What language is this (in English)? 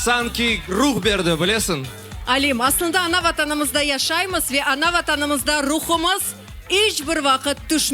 Crimean Tatar